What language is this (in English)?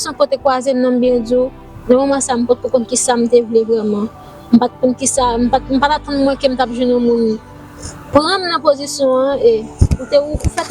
Haitian Creole